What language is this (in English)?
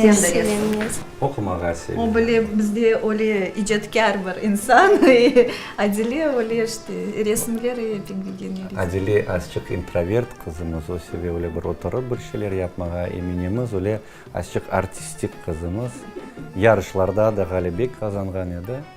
Crimean Tatar